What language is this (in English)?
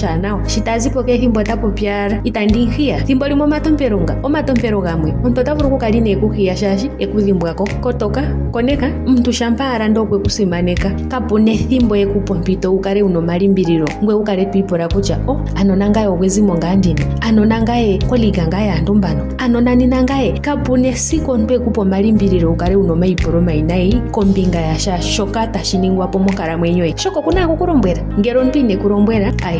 Ndonga